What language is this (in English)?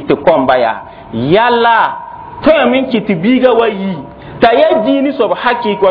Mossi